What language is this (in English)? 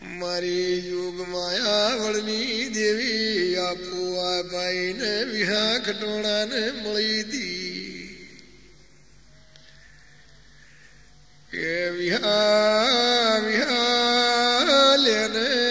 Gujarati